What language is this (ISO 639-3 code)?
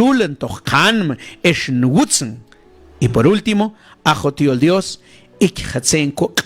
mam